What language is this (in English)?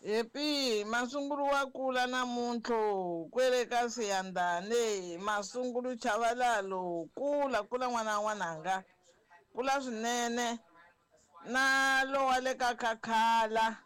Tsonga